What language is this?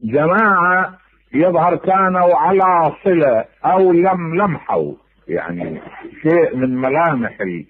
Mesopotamian Arabic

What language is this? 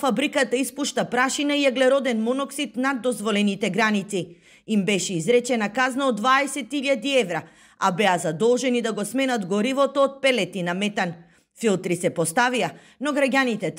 Macedonian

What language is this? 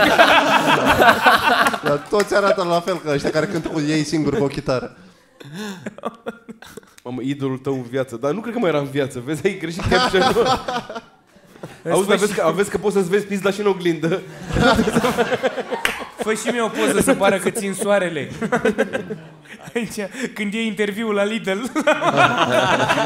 Romanian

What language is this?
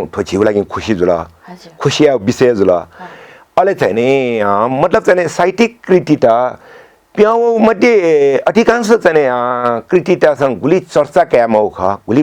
Newari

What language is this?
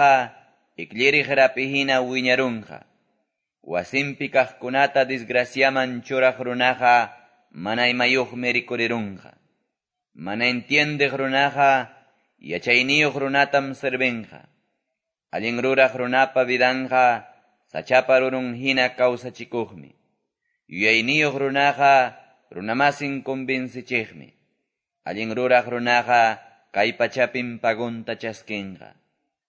Quechua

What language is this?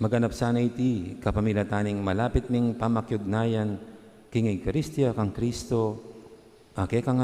Pampanga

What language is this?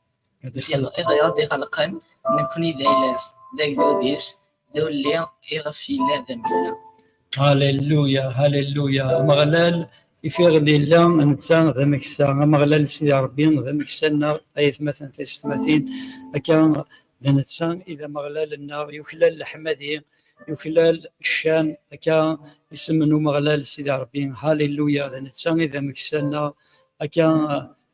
Kabyle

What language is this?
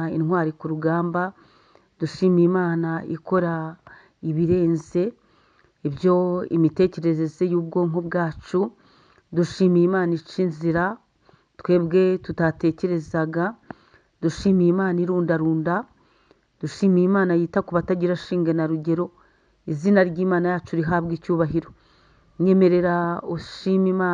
Kinyarwanda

